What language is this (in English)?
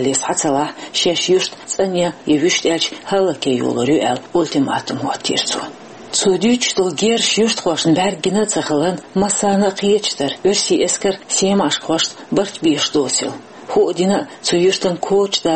Chechen